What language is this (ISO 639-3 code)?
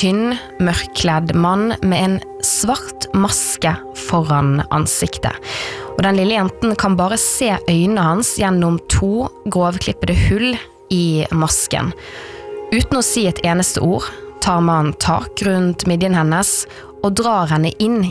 nor